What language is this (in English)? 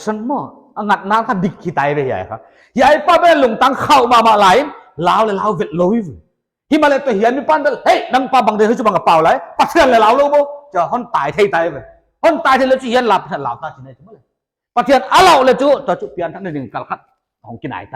Paite Chin